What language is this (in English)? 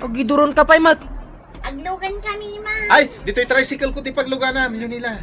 Iloko